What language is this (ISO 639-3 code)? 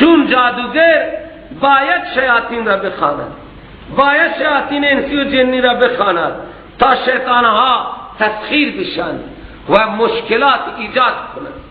fas